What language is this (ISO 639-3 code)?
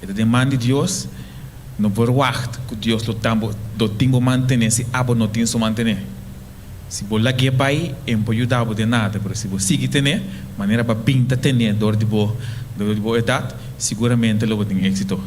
pap